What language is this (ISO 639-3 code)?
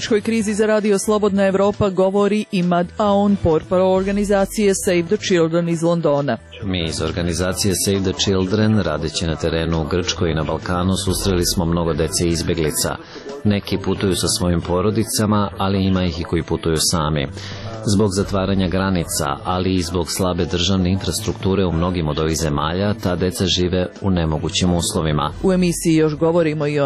srp